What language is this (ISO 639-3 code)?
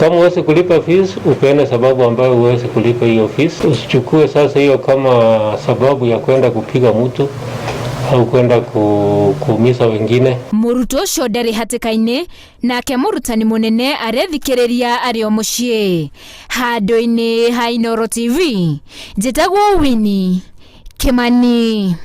kik